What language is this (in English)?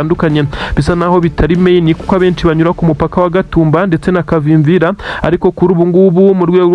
Kinyarwanda